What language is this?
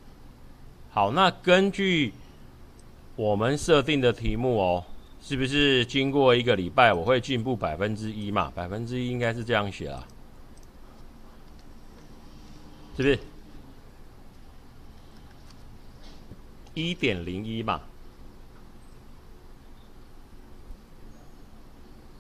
Chinese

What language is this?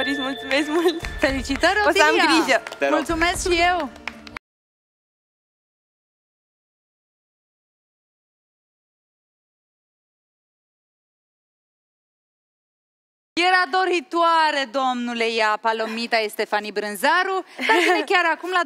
Romanian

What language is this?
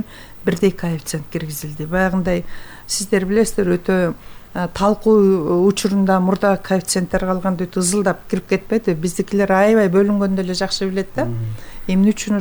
Kyrgyz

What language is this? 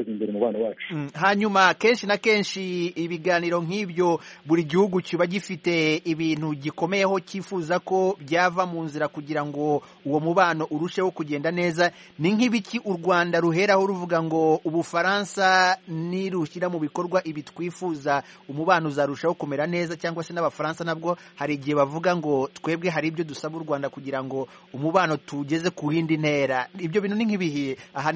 Kinyarwanda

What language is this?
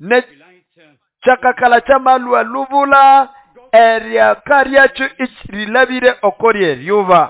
Nande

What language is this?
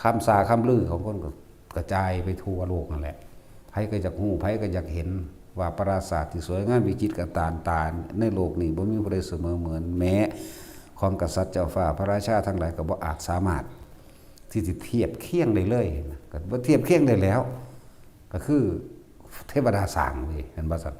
Northeastern Thai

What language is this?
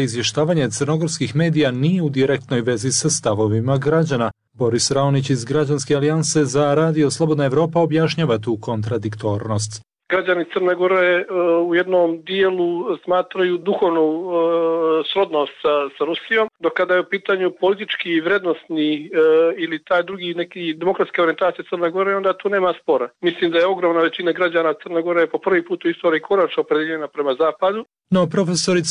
Serbian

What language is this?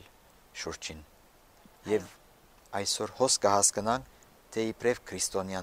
Armenian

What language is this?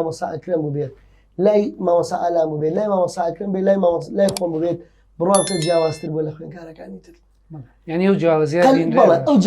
Central Kurdish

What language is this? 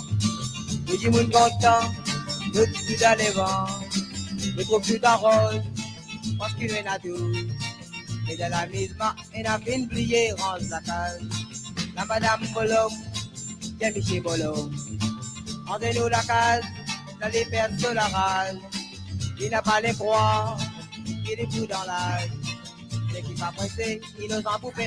Morisyen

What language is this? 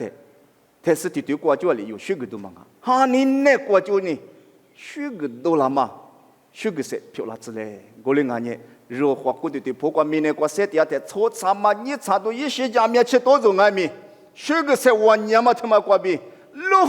Lisu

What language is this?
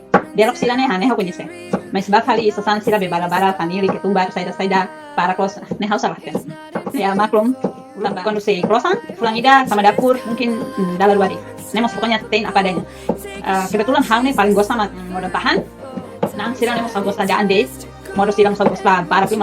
Tetum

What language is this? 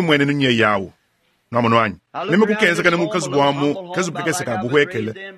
Luba-Lulua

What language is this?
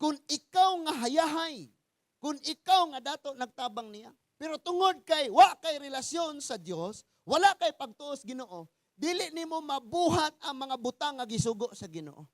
Cebuano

